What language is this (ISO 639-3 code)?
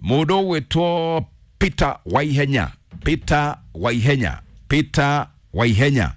kik